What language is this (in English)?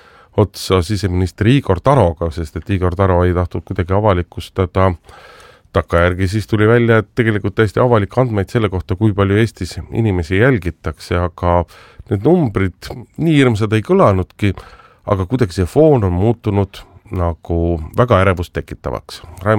Estonian